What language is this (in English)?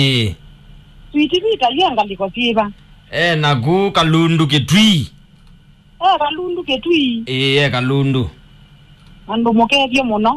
Kamba